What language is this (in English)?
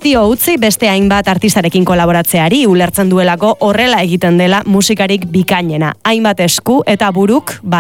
Basque